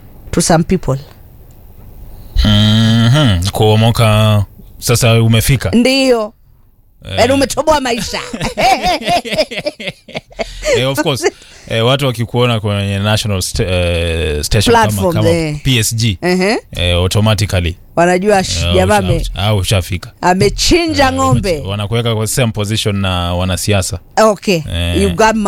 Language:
Swahili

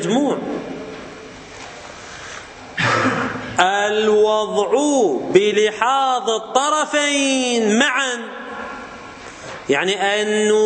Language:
Arabic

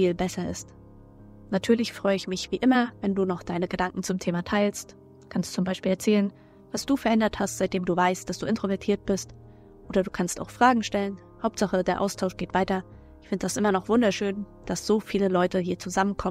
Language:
German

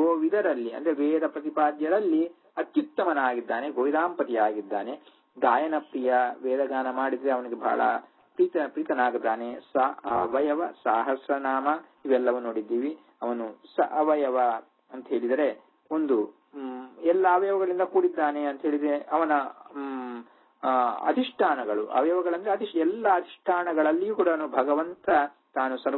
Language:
Kannada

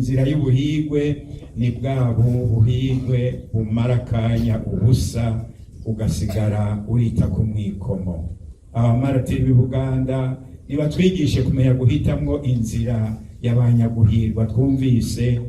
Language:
Rundi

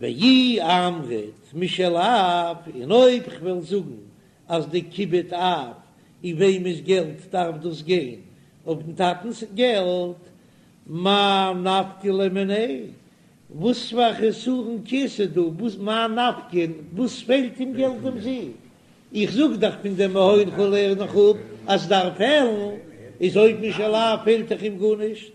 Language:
Yiddish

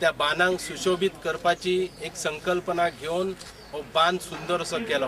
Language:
Konkani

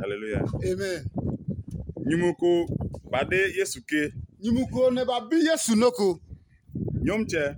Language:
Adangme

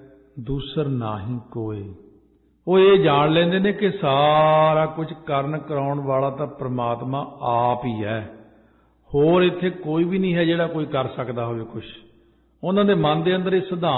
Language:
Punjabi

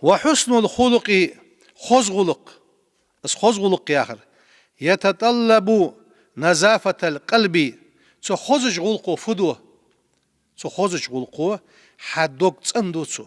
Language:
Ingush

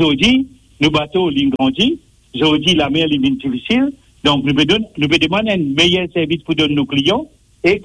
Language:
Morisyen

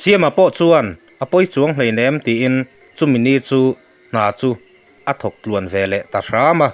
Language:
Mizo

